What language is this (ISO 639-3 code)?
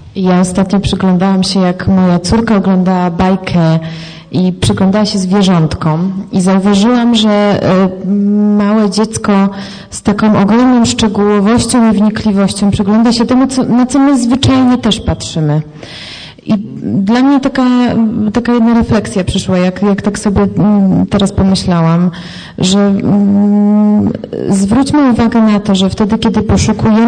pol